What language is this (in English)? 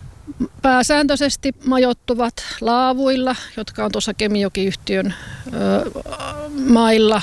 Finnish